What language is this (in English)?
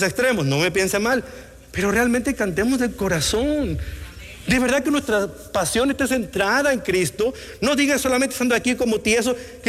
Spanish